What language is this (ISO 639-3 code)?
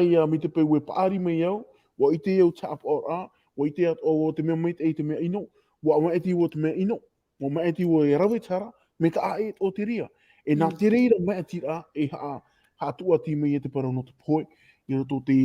tah